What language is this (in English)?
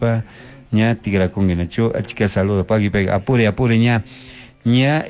Chimborazo Highland Quichua